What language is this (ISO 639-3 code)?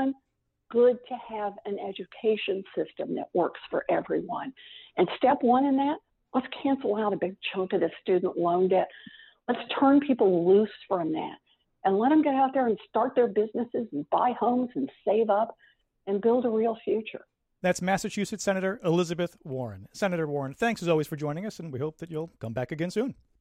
eng